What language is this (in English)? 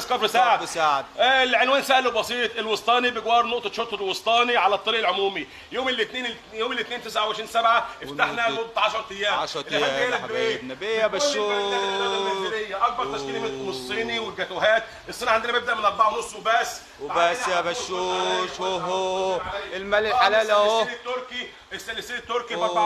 Egyptian Arabic